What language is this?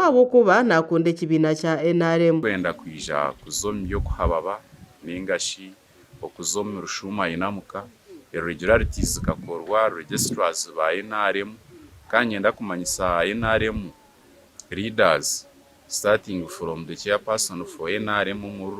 Nyankole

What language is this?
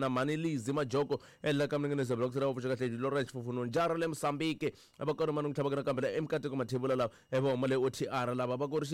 Tsonga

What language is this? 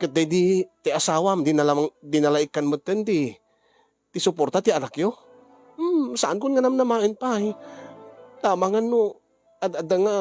Iloko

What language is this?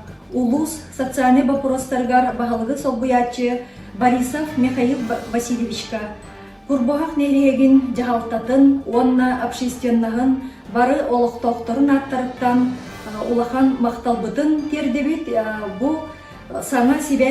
Yakut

